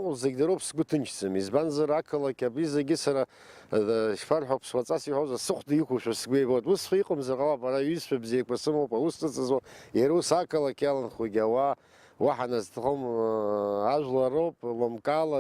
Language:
Abkhazian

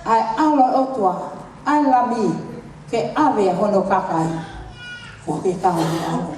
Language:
Tongan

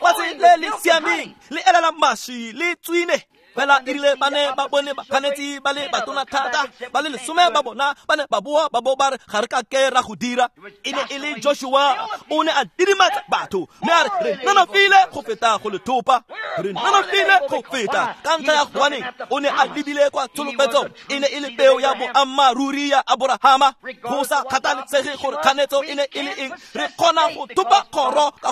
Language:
Tswana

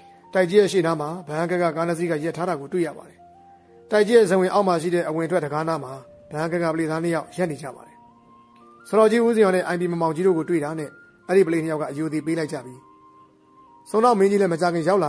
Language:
Burmese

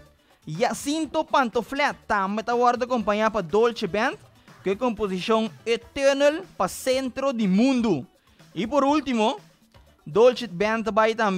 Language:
Papiamento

